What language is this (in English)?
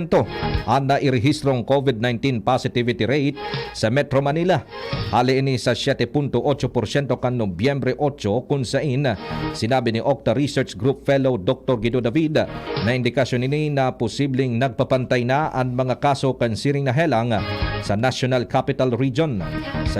Bikol